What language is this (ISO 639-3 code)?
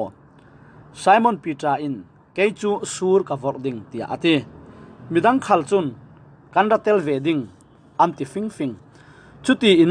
cfm